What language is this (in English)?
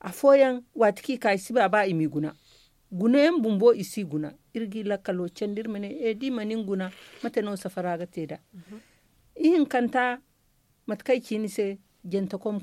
Zarma